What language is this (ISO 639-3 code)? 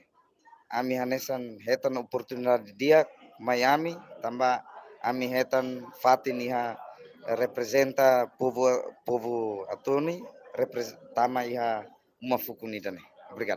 tet